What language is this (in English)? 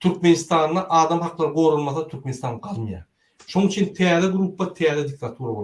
Turkmen